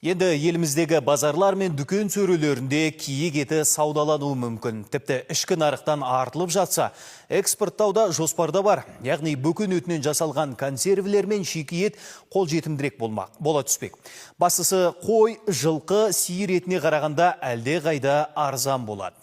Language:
Kazakh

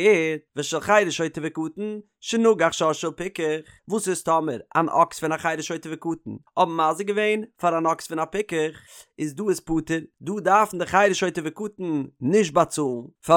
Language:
Yiddish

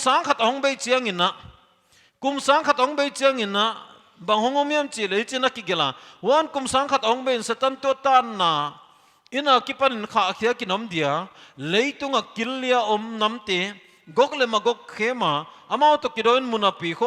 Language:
Paite Chin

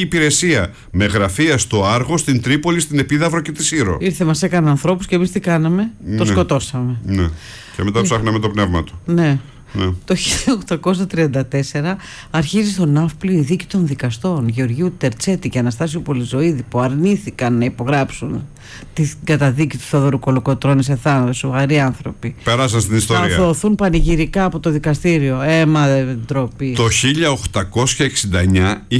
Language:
Greek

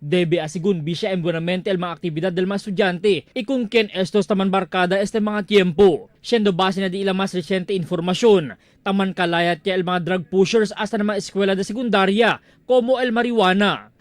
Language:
Chavacano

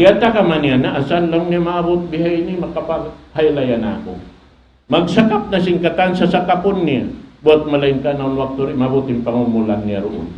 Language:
Tausug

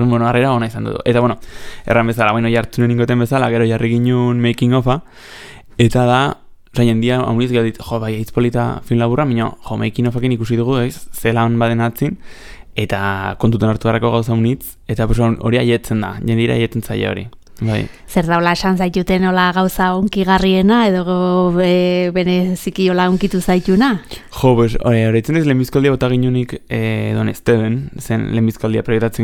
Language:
Basque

